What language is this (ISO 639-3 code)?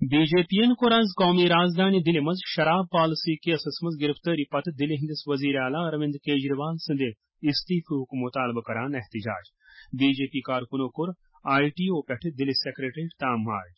kas